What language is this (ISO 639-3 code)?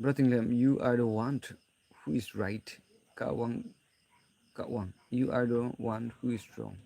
nag